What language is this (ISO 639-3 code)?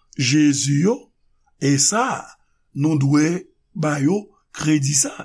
hat